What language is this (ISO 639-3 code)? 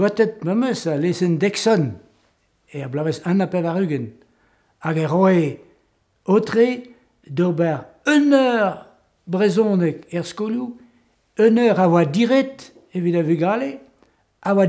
bre